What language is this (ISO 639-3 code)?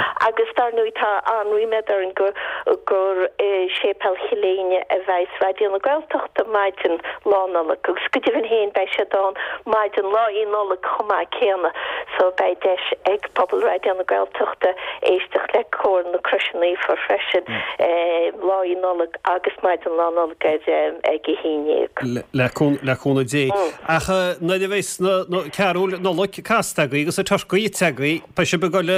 gle